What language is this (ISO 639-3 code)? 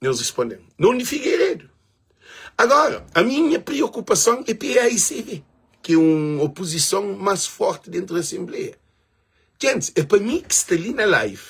kea